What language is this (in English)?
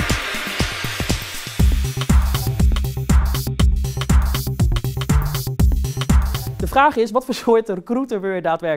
Dutch